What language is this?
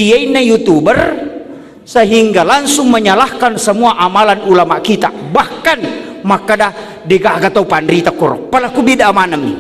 Buginese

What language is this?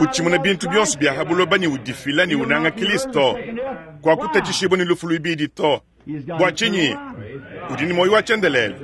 Luba-Lulua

